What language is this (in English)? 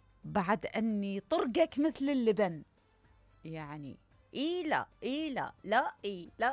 Mesopotamian Arabic